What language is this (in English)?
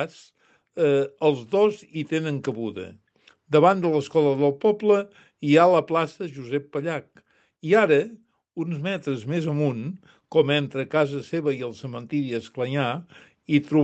Catalan